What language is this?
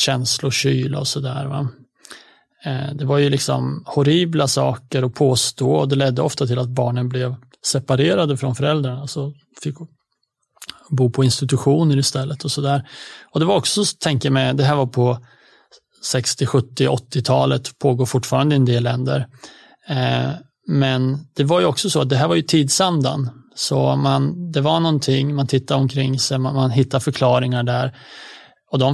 Swedish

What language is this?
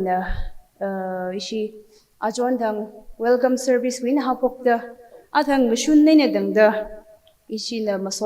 Tangkhul Naga (India)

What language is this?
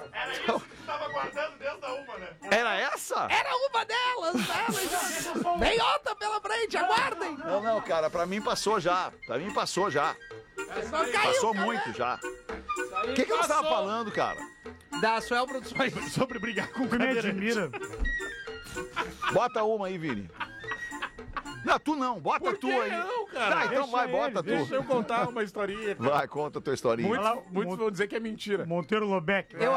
Portuguese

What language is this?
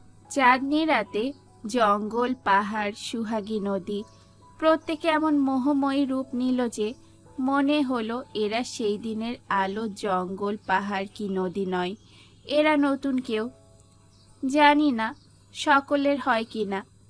Bangla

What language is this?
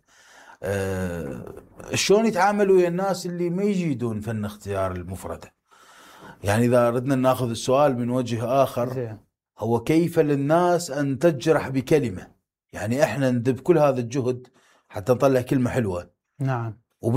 Mesopotamian Arabic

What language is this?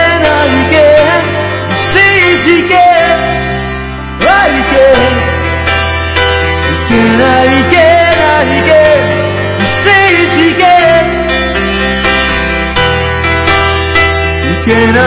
Danish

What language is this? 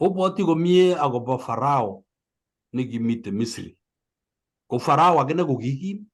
Kalenjin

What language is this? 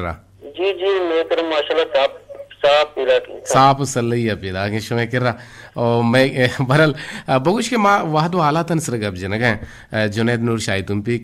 Eastern Balochi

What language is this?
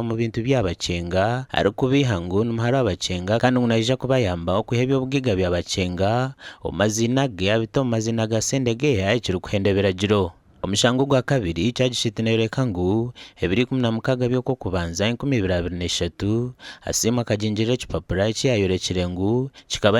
Nyankole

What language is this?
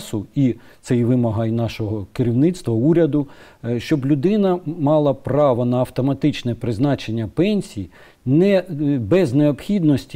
Ukrainian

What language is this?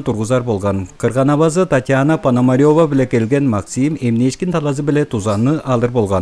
Tuvinian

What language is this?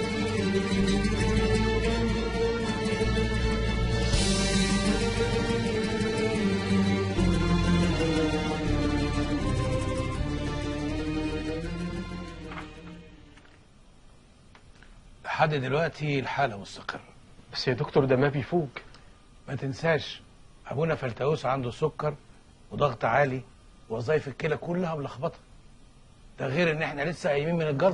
Egyptian Arabic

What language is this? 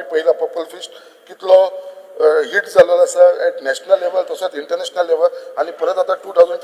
Konkani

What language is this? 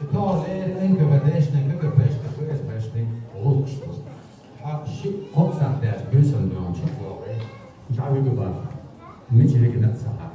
Chechen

